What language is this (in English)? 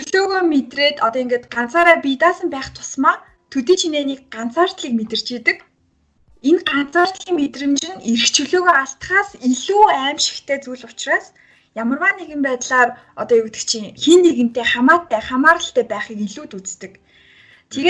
Mongolian